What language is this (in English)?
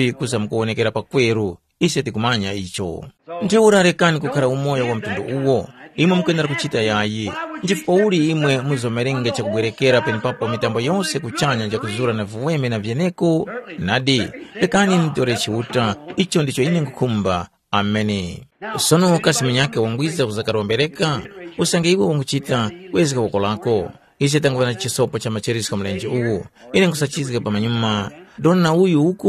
Tumbuka